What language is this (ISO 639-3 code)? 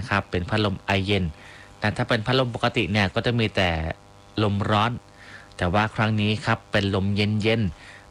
tha